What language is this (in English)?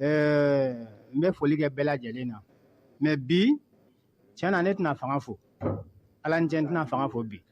Bambara